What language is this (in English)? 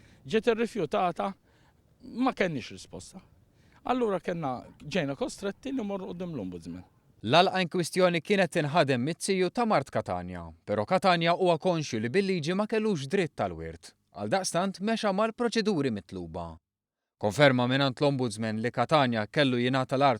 Maltese